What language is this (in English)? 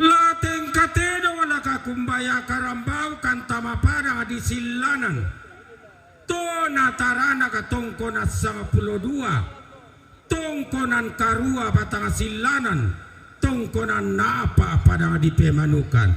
Toraja-Sa'dan